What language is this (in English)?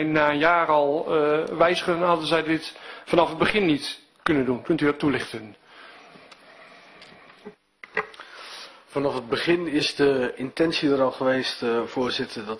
Dutch